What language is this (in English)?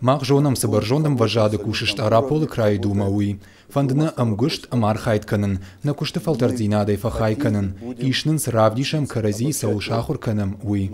Ossetic